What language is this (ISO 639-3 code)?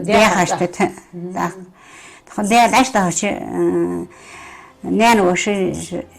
inh